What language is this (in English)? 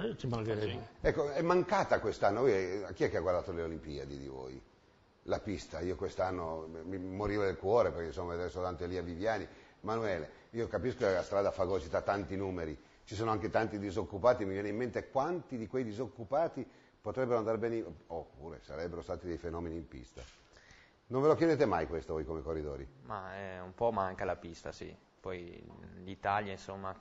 Italian